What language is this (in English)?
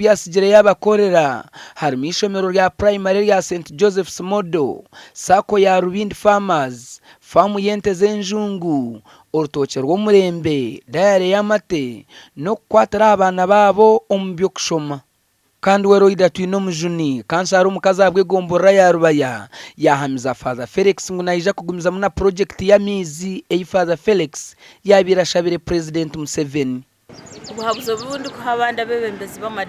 Nyankole